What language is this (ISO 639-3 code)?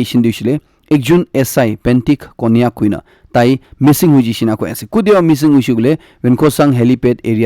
nag